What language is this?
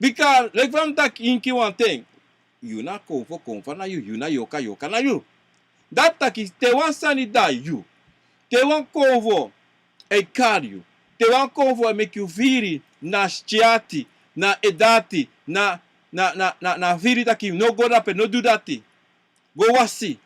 Sranan Tongo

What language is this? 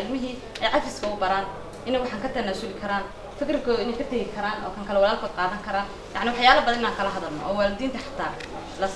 Somali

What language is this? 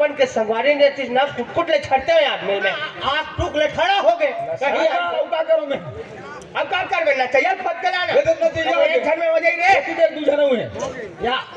Chhattisgarhi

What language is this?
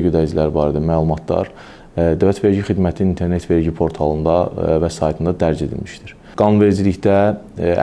Azerbaijani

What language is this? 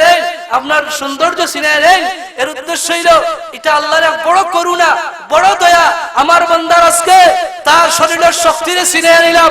Sylheti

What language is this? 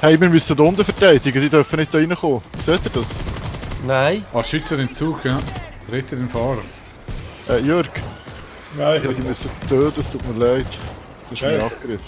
Swiss German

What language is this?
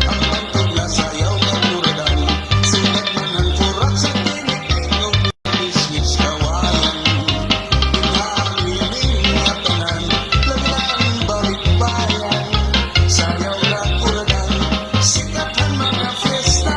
Waray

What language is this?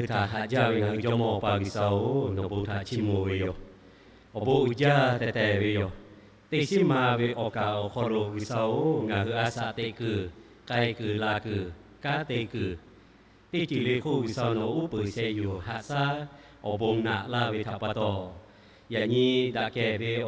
Lahu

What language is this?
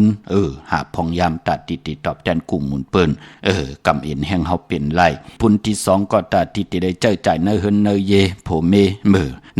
Shan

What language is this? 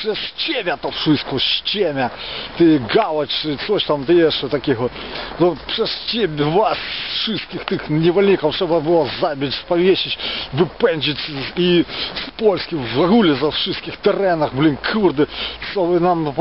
Polish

